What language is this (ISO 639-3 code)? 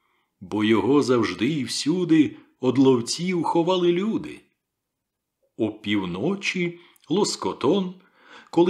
ukr